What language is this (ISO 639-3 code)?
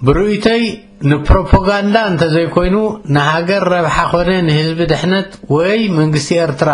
tir